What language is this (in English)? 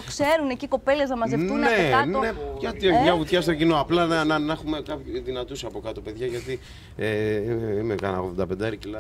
Greek